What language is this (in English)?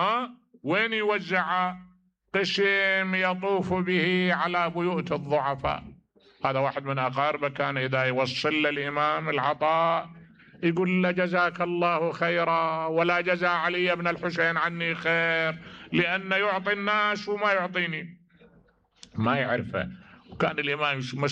Mesopotamian Arabic